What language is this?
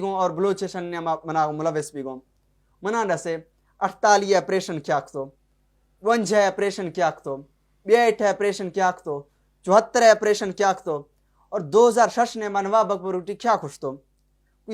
Baluchi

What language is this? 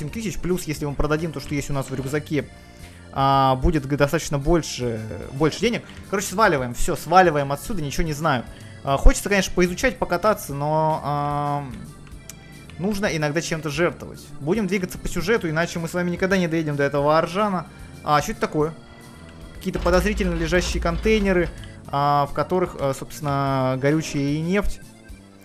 Russian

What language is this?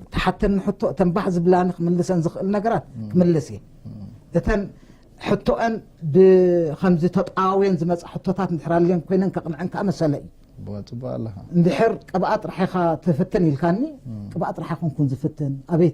Tigrinya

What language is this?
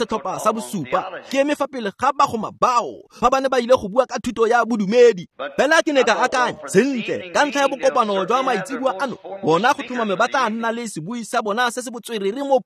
Tswana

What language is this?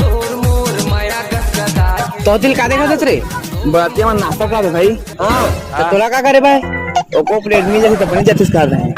Chhattisgarhi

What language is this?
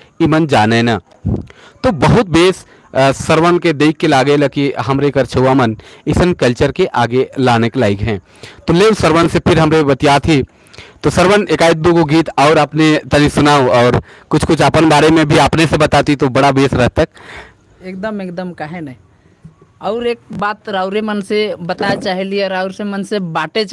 Sadri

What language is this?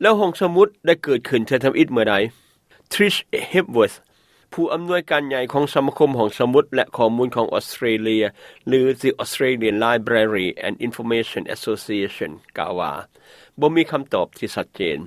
Lao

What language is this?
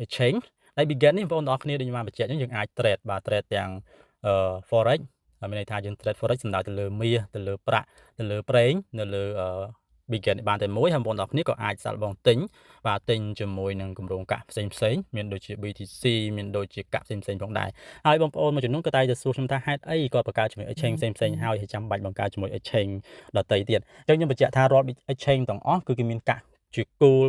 Khmer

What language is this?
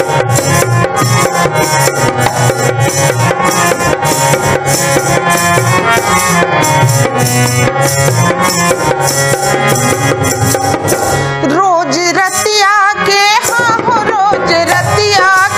Bhojpuri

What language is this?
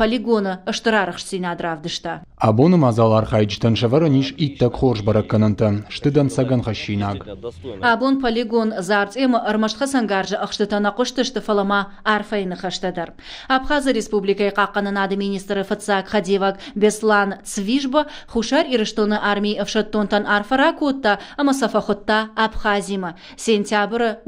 Ossetic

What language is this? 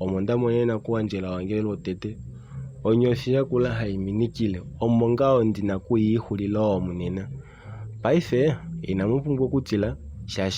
Kuanyama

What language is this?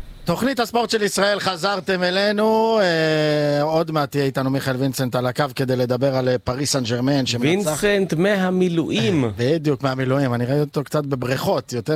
Hebrew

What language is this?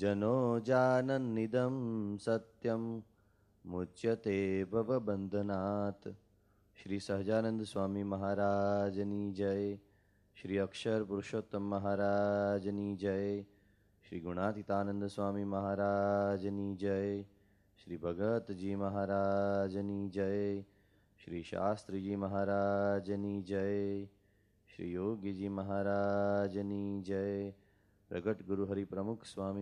Gujarati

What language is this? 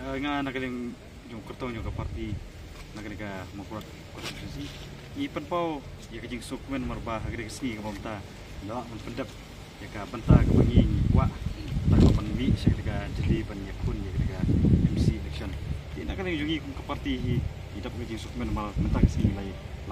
Khasi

